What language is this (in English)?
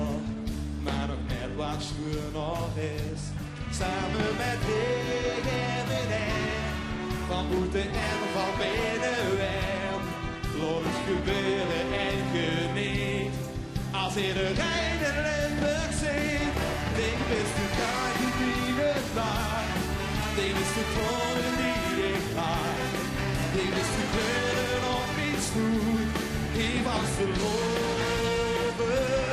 Limburgish